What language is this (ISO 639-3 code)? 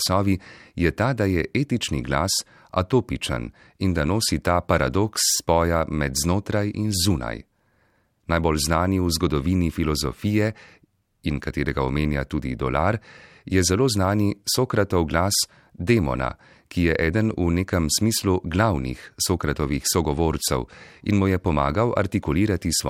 slv